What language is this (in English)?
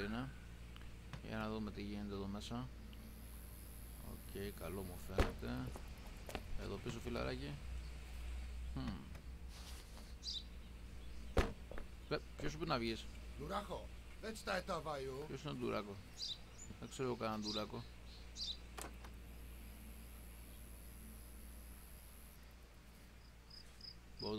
Greek